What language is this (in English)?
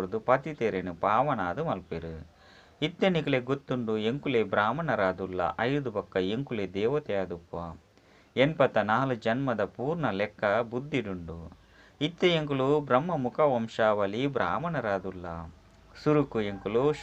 Tulu